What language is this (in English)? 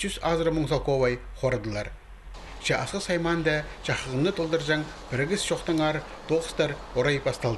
Khakas